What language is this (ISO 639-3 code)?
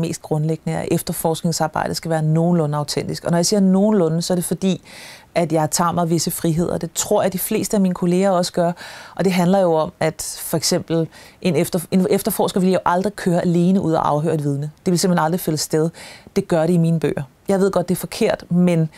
dan